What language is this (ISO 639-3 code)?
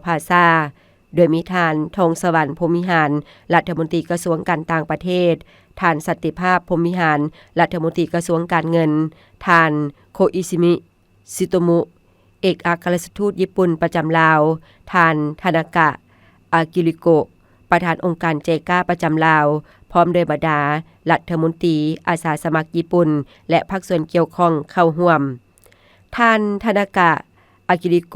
lao